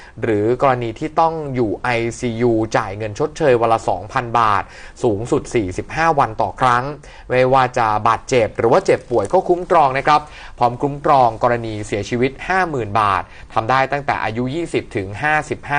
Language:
Thai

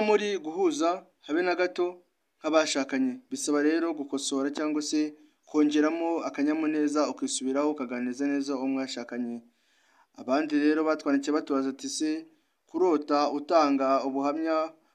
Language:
Kinyarwanda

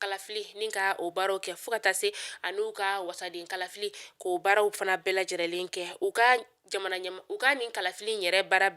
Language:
Bambara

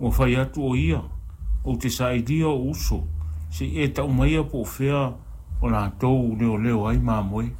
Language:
Samoan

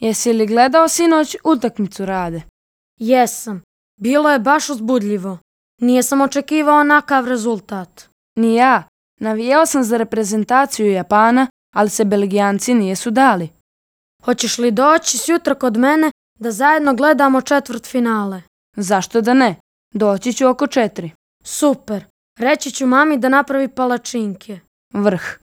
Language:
Croatian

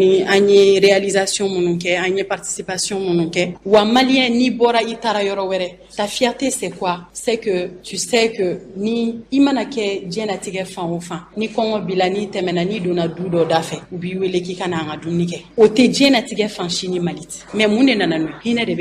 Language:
Bambara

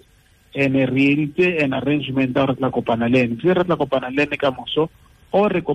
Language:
Tswana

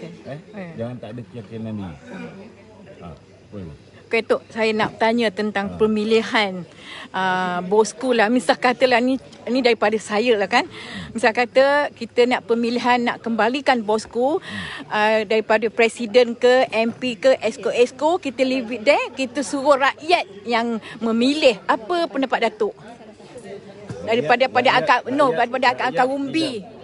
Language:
Malay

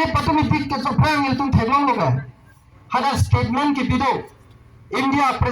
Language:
Karbi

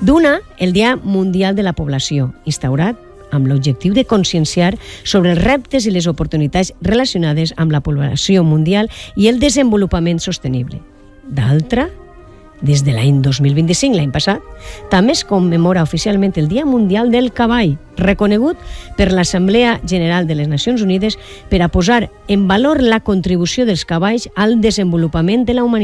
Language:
Catalan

